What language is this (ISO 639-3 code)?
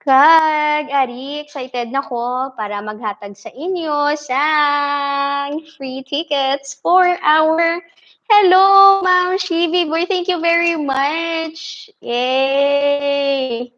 hil